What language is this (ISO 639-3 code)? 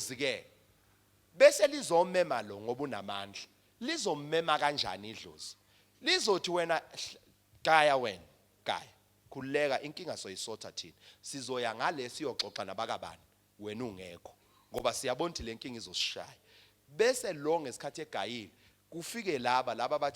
zul